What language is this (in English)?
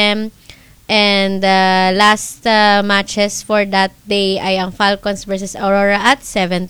Filipino